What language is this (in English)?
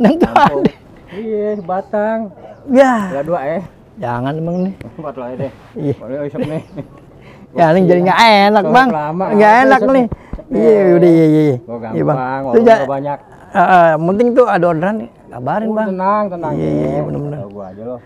Betawi